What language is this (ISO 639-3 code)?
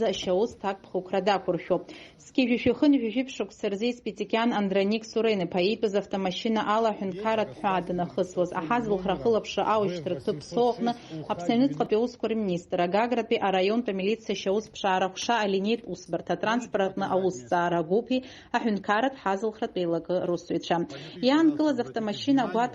abk